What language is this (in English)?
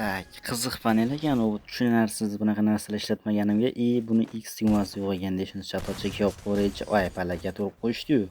Uzbek